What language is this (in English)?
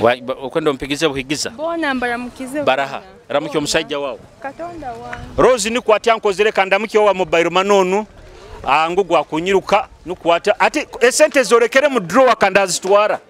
Nyoro